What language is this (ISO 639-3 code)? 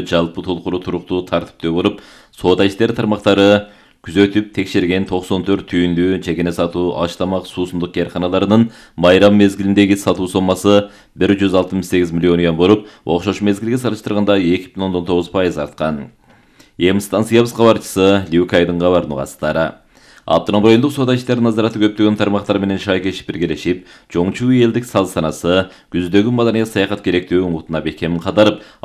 kir